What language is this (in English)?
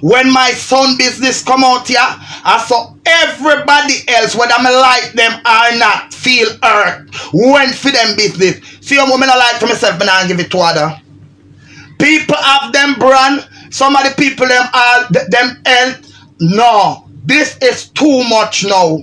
Jamaican Creole English